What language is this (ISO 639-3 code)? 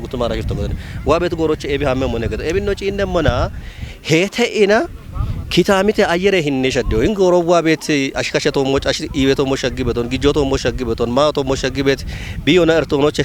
kbr